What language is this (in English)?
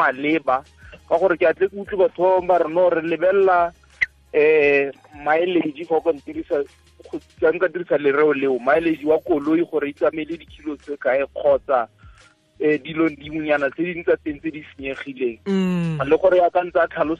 Tswana